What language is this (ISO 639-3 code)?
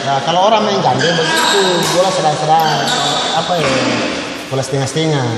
abs